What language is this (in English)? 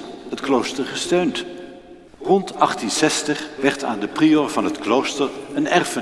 Dutch